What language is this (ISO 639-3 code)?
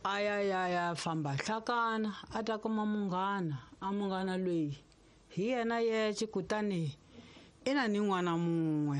tso